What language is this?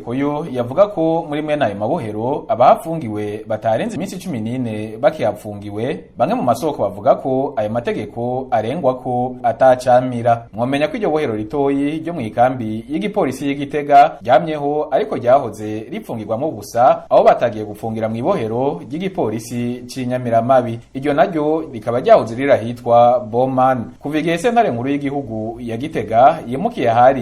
Rundi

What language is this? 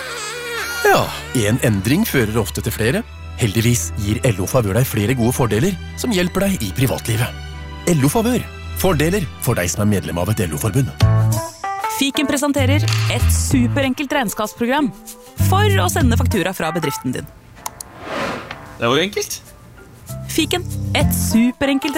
Norwegian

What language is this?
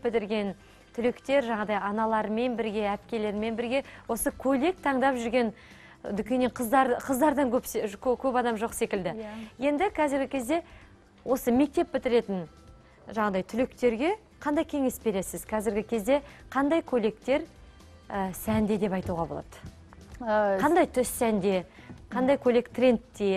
Kazakh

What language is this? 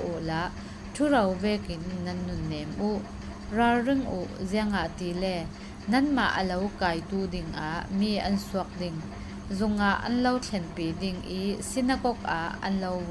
Falam Chin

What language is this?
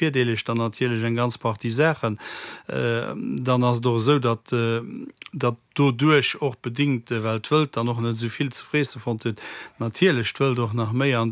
Luxembourgish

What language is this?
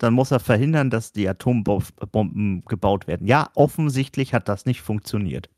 German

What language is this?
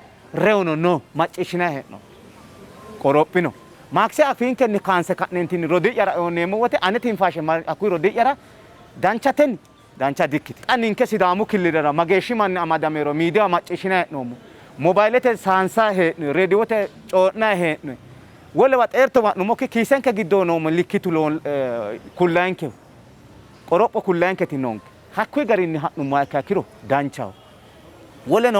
Sidamo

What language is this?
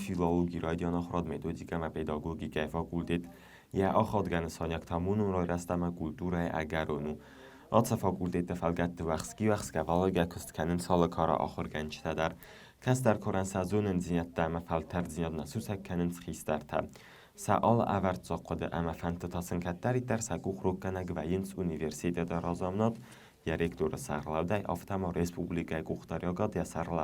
Ossetic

